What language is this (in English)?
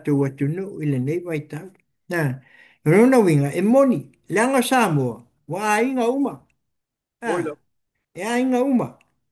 Samoan